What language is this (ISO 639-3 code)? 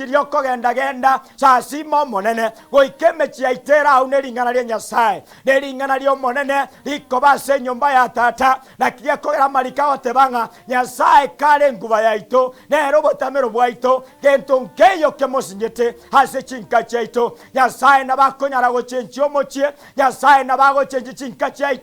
guz